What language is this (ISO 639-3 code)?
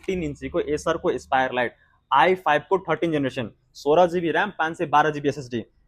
nep